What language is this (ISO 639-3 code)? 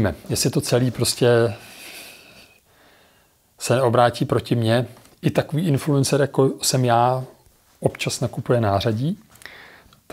ces